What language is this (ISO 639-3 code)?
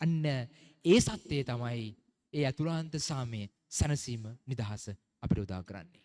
sin